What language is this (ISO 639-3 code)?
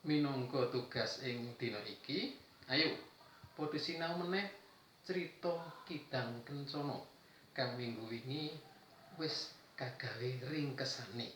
jav